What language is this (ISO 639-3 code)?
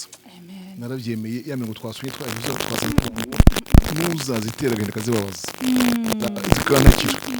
kin